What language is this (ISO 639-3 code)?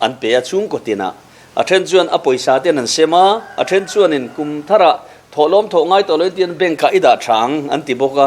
lus